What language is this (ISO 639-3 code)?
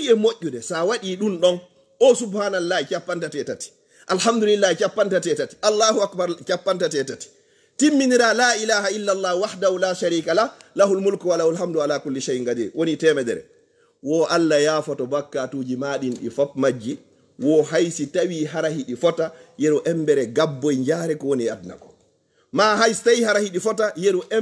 ful